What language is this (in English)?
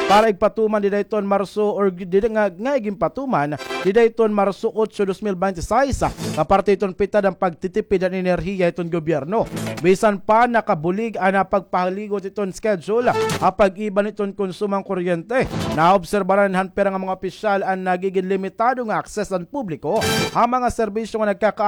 Waray